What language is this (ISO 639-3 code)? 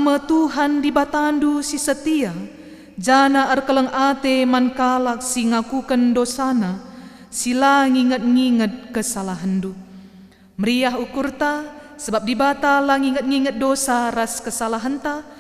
btx